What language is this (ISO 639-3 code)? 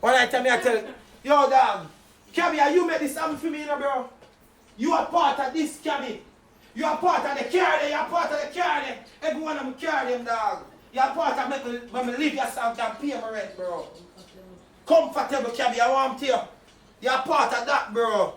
jam